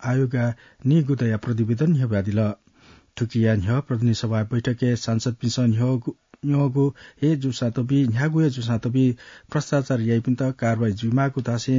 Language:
Newari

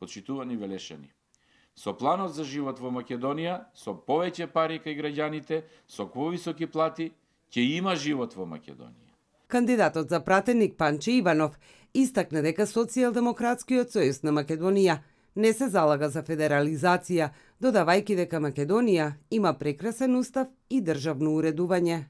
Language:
Macedonian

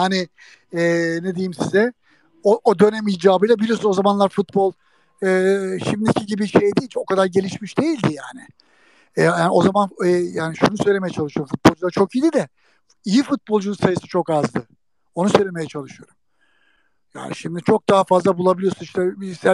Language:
Turkish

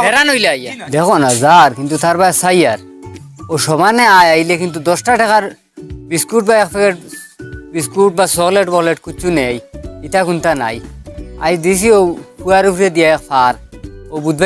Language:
Sylheti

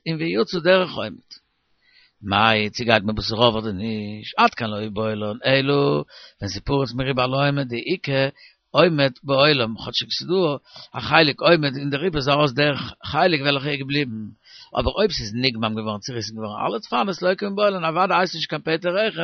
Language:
Yiddish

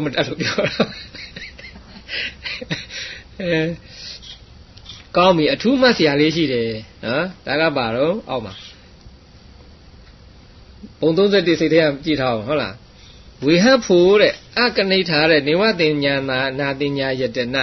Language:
Burmese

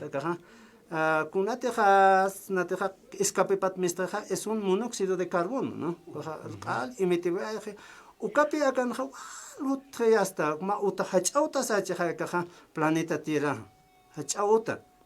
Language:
Aymara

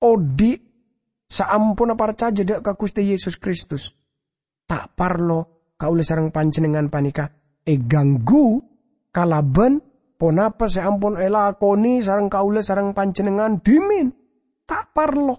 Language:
Madurese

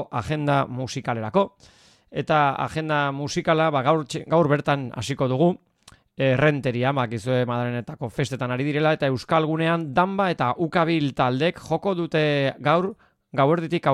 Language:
Basque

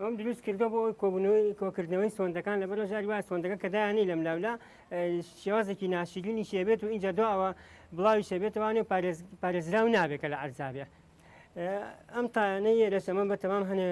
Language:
Central Kurdish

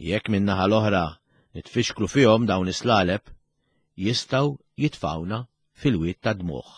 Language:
Maltese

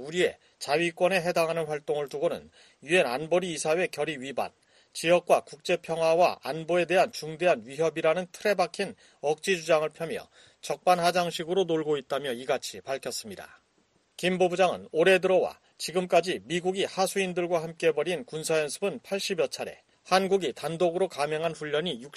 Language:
Korean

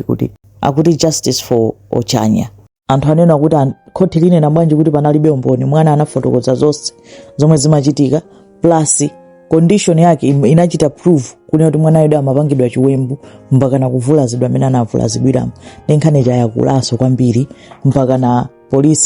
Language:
Nyanja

